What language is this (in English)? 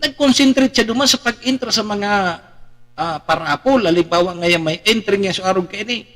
Bikol